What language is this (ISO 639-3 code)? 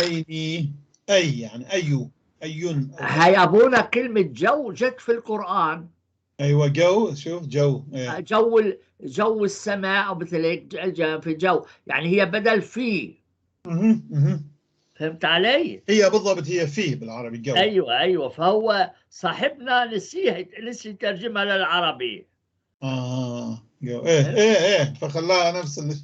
apc